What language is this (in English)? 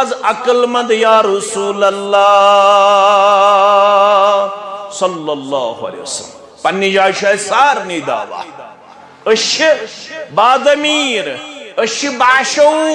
Kashmiri